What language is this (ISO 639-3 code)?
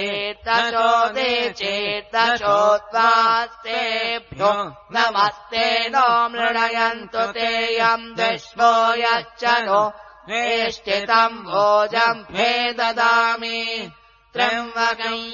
san